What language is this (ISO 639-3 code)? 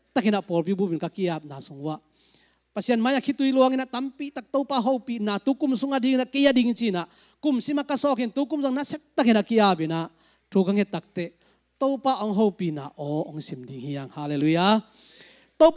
ctd